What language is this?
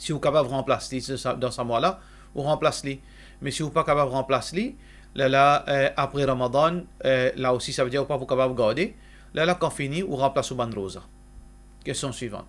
Morisyen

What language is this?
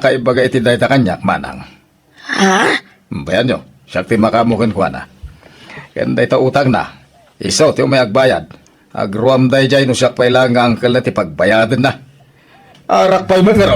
Iloko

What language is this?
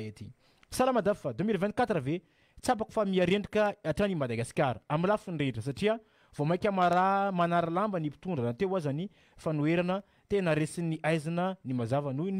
Malagasy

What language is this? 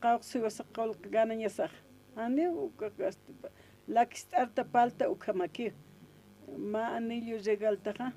Aymara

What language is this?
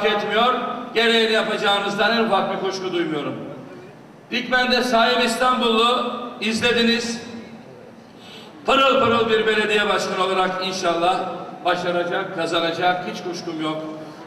Turkish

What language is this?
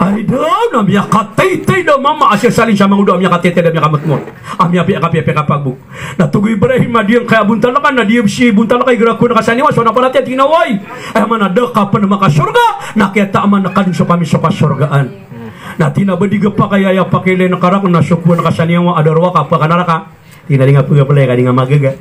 Maranao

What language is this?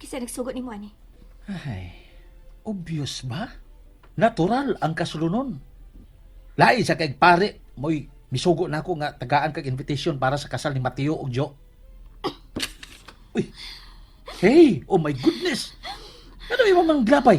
Cebuano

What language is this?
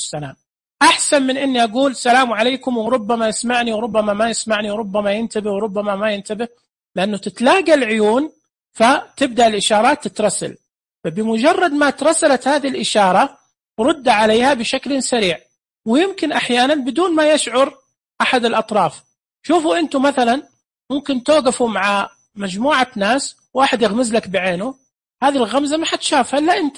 Najdi Arabic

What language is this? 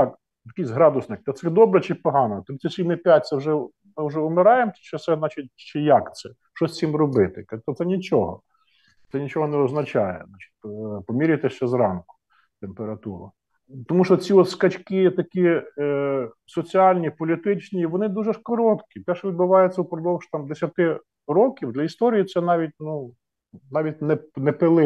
Ukrainian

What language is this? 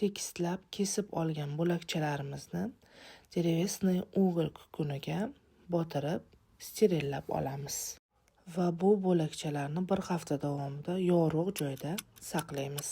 Uzbek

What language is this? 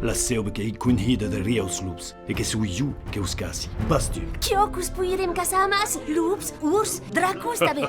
Occitan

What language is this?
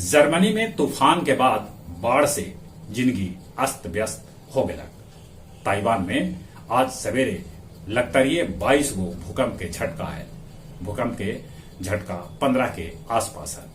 Magahi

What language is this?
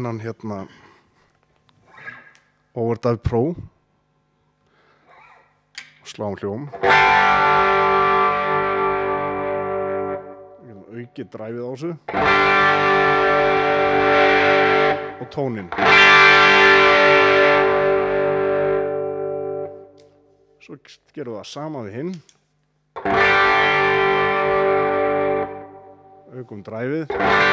Icelandic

